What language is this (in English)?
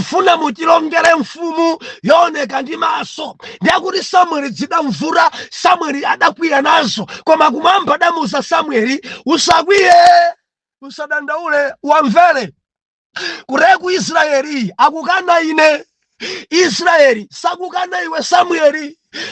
Nyanja